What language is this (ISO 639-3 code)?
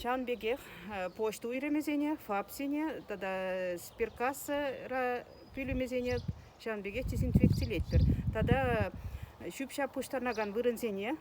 chv